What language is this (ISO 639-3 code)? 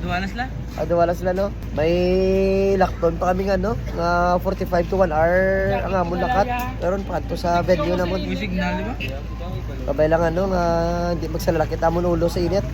hil